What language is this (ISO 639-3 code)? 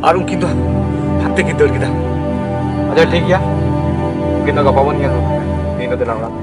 sat